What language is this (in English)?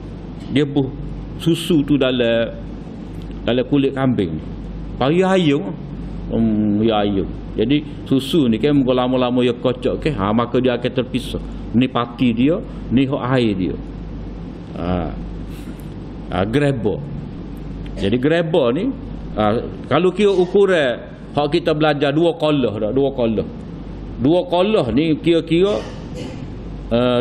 Malay